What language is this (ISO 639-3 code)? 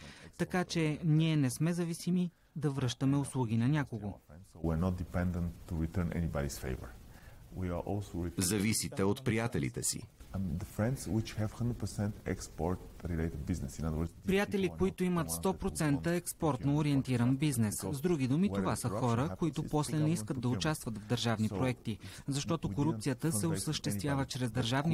bul